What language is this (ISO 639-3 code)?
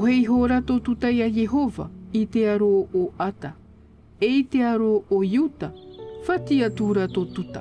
tah